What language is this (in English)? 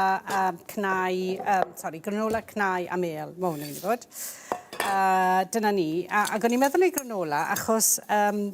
Welsh